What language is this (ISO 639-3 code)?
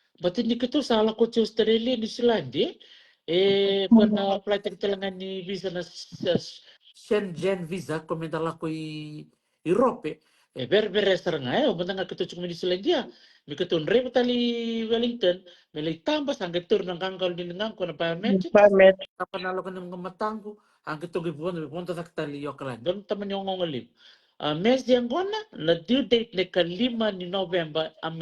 fij